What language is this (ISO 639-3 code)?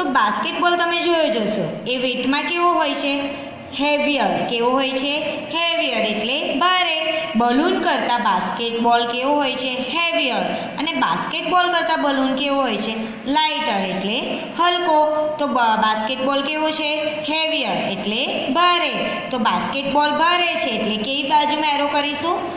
guj